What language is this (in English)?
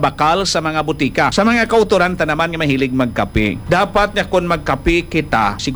Hiligaynon